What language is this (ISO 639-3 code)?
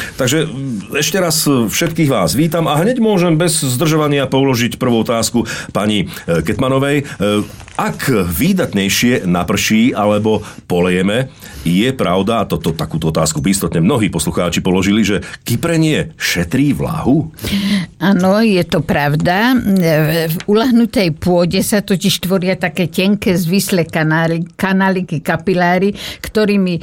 slk